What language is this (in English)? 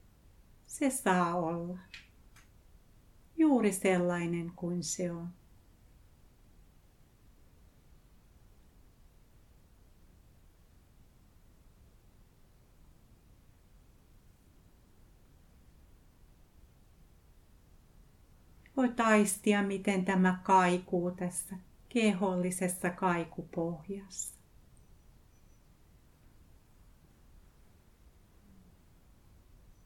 Finnish